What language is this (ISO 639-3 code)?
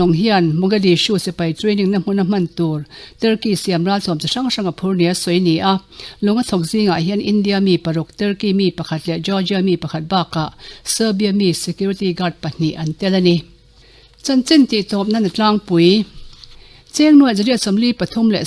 lus